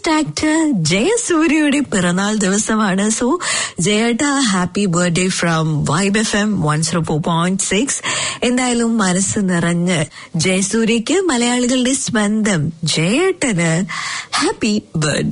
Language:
Malayalam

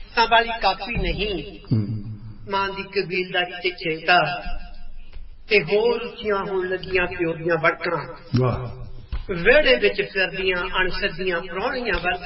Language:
Punjabi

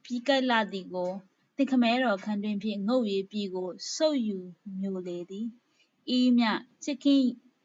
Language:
Burmese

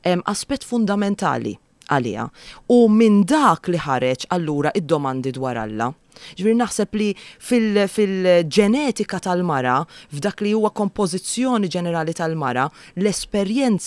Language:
Maltese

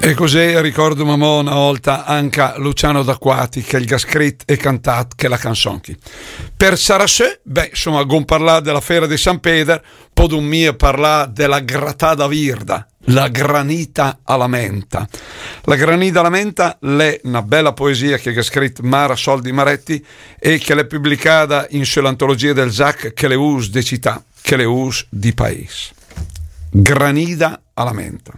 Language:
Lombard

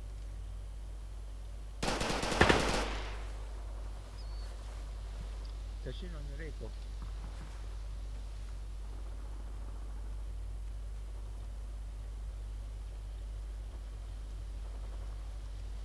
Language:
Spanish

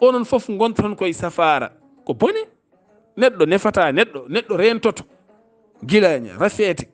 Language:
Fula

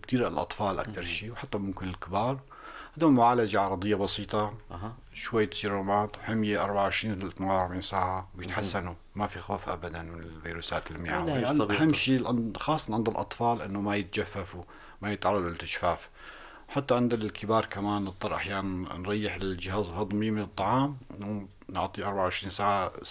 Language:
North Levantine Arabic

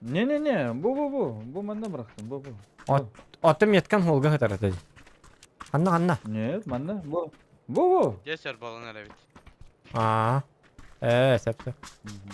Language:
Yakut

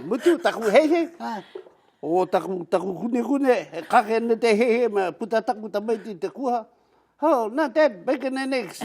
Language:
Māori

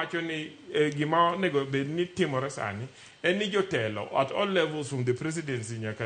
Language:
Luo (Kenya and Tanzania)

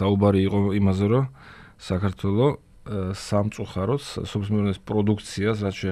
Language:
Georgian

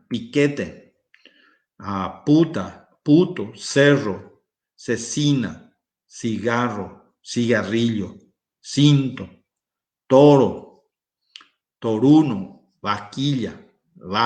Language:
Guarani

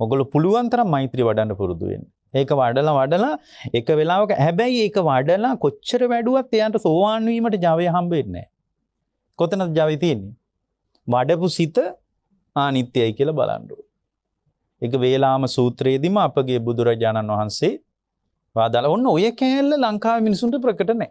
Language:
Sinhala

